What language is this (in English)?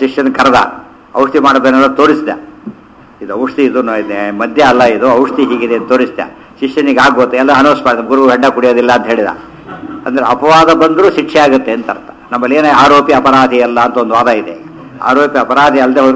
Kannada